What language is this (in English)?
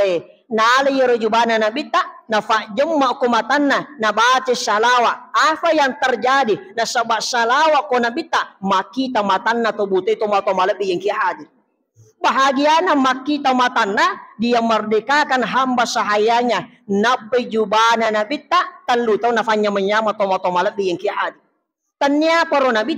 Buginese